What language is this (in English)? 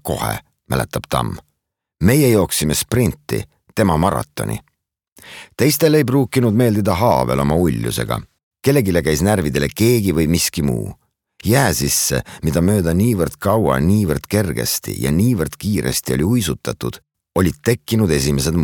Estonian